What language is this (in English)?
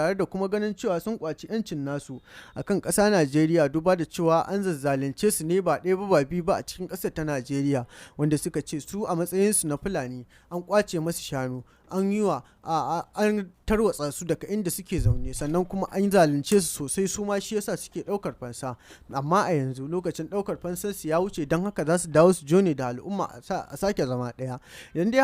Hausa